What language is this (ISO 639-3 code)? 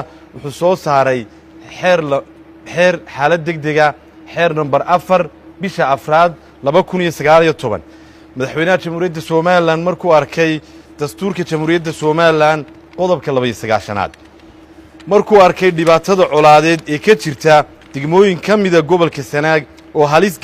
som